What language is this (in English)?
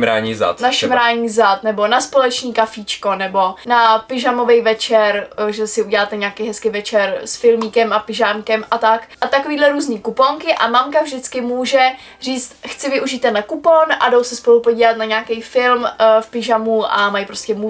Czech